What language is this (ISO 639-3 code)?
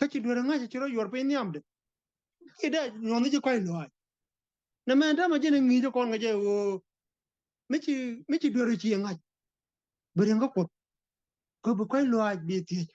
nus